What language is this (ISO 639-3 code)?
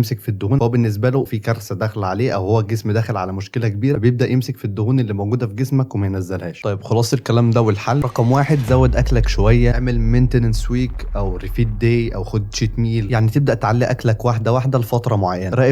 arz